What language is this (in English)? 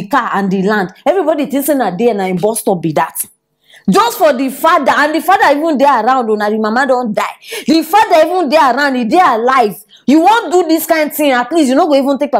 Nigerian Pidgin